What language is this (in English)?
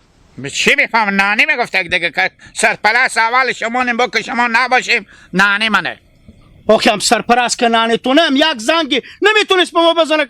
Hazaragi